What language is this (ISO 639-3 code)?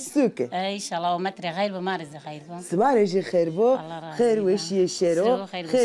zza